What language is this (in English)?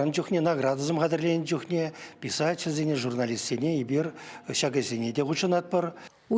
Chuvash